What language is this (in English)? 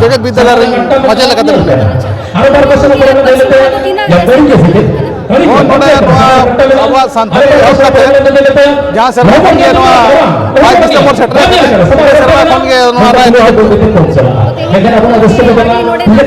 Santali